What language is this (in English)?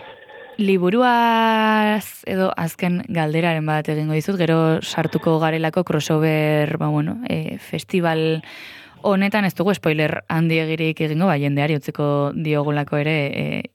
Basque